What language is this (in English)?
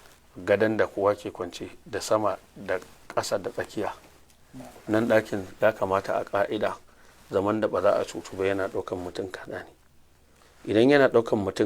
Hausa